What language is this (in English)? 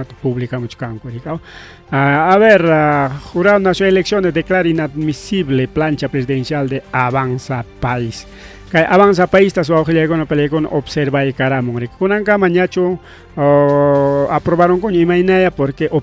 Ayacucho Quechua